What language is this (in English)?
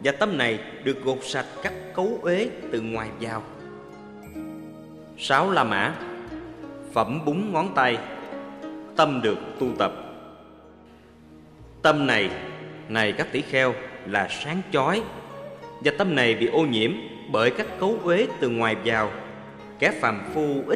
Vietnamese